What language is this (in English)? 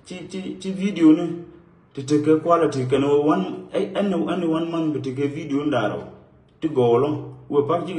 Nuer